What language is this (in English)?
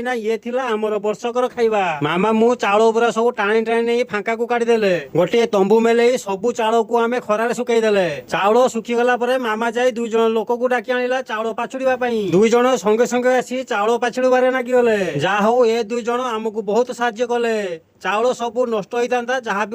Odia